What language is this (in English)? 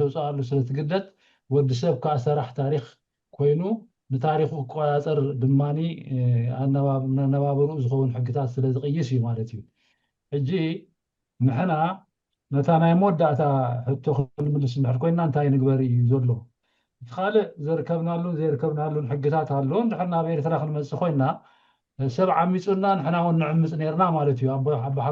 Tigrinya